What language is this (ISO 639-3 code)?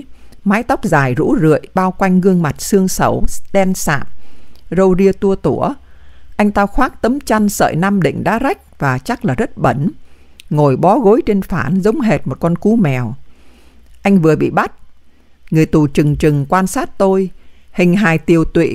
vie